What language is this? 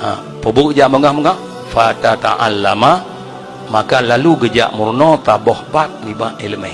Achinese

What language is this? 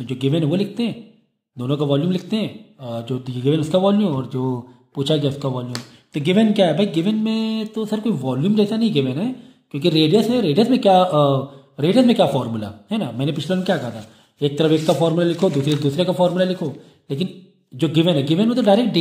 Hindi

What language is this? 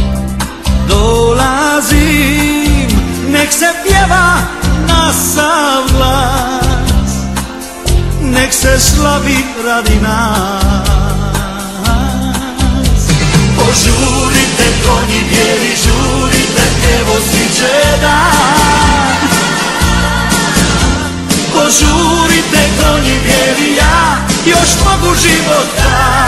Croatian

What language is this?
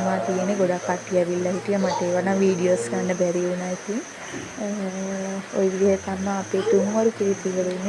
Sinhala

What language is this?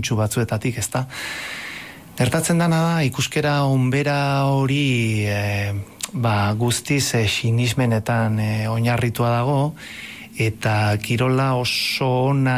Basque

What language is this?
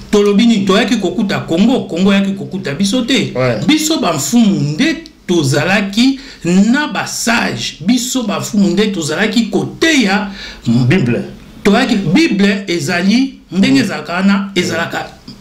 Lingala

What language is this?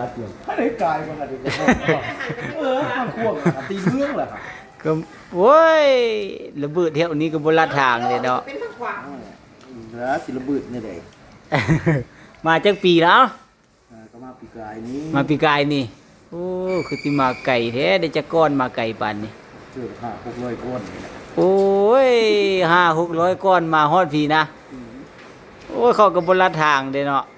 Lao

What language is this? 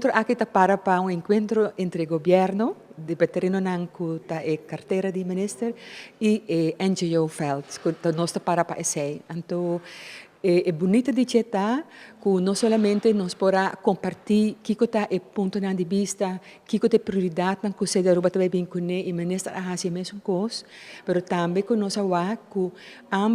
Papiamento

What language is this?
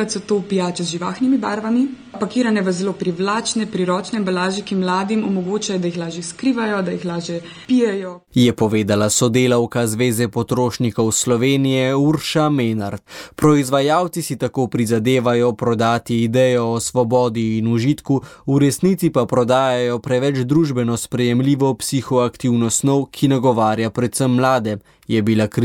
Slovenian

